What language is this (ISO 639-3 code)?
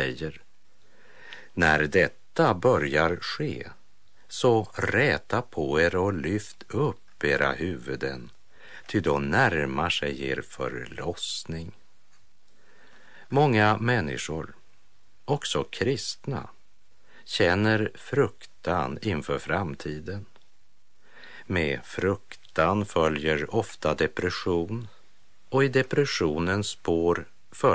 swe